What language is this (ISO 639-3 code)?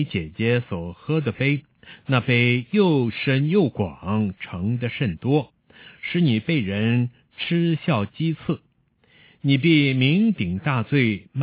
zho